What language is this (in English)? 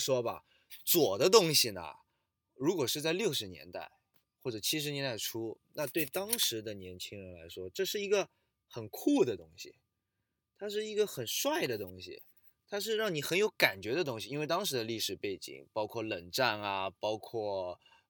Chinese